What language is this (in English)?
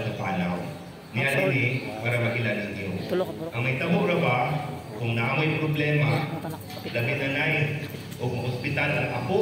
Cebuano